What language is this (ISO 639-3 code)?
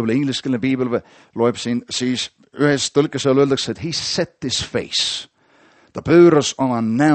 est